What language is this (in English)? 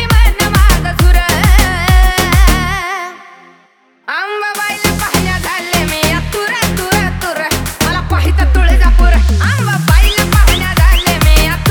Marathi